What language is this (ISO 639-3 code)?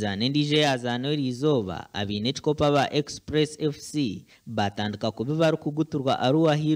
nyn